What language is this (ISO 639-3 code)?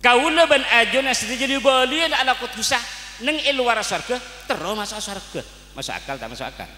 mad